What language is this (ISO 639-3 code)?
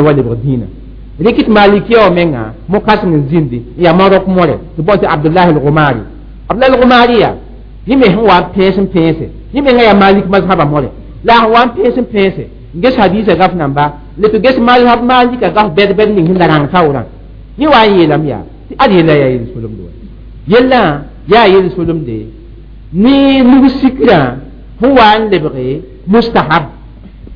mos